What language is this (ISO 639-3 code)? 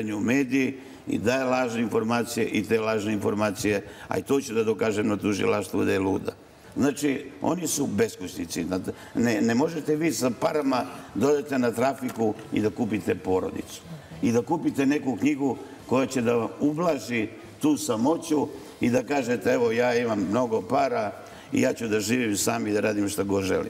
srp